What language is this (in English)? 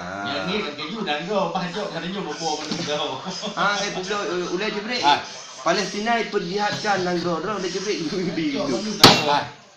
Achinese